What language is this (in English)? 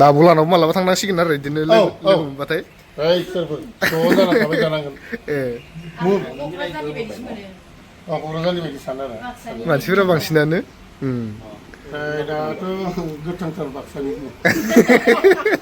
Bodo